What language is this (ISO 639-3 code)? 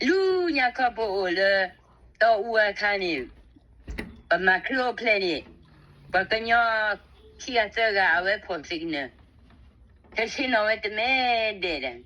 ksw